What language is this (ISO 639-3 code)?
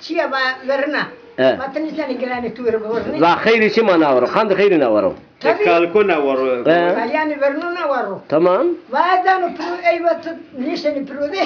zza